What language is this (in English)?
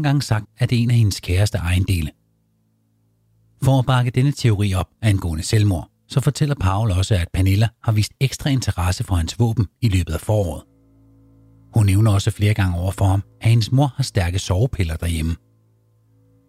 Danish